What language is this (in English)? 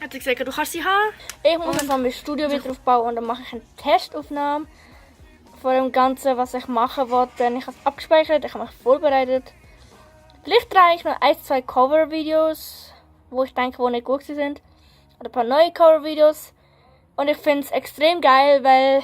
Swiss German